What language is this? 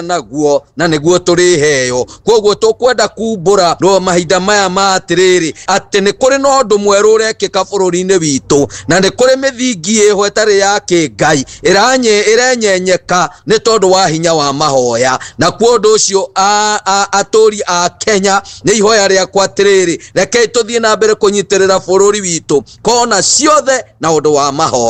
Kikuyu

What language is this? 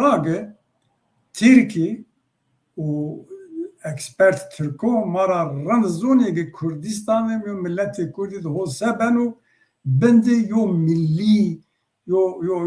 Zaza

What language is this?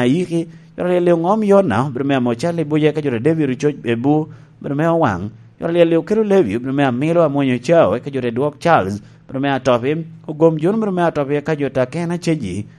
Lango (Uganda)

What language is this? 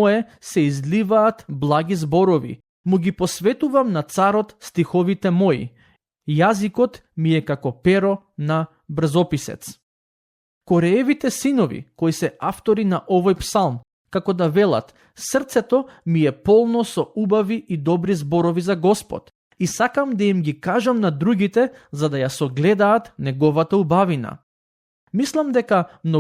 Macedonian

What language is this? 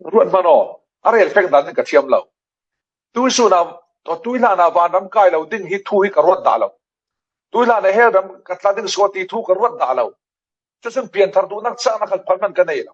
Falam Chin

